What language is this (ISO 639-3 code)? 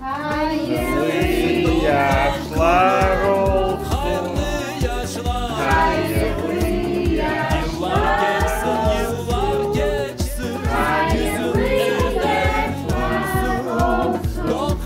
crh